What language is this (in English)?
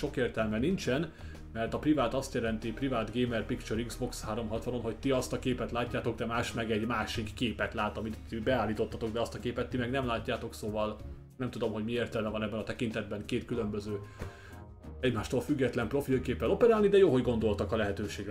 Hungarian